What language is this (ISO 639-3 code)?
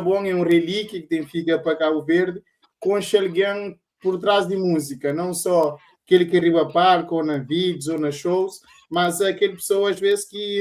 kea